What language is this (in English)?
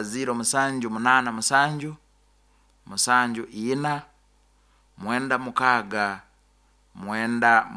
Nyoro